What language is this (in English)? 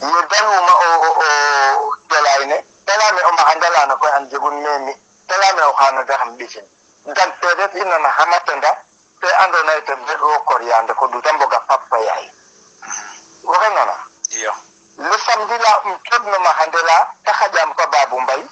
Serer